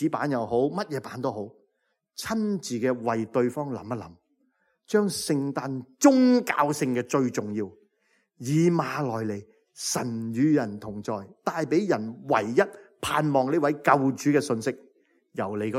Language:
Cantonese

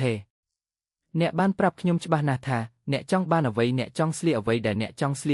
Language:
Khmer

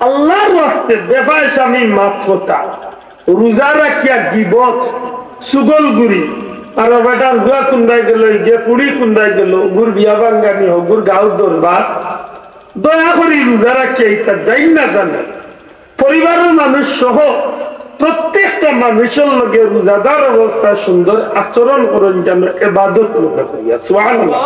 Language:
Sylheti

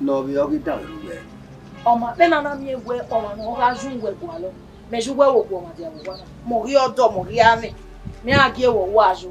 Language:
Bini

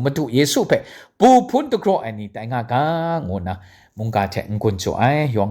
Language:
Kachin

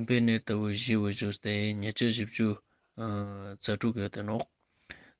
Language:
Ladakhi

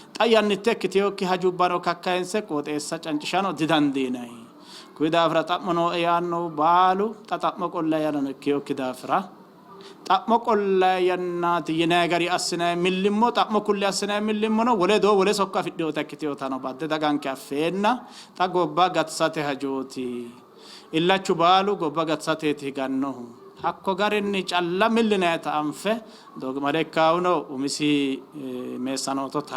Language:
Sidamo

